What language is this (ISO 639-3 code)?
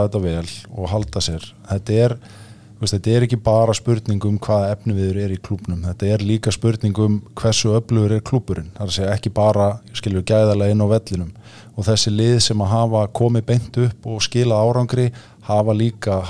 isl